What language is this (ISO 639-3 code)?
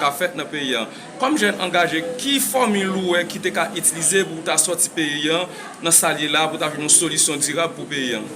hat